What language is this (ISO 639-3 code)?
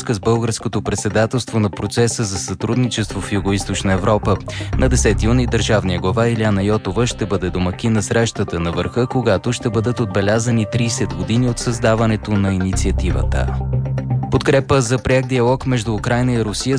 bul